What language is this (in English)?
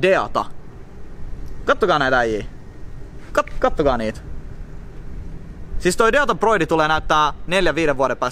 Finnish